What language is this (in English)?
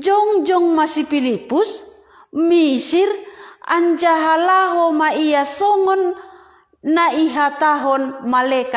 Batak Simalungun